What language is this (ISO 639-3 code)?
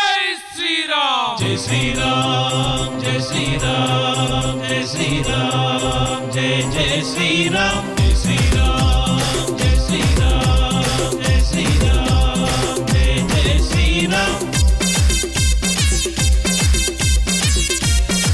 tel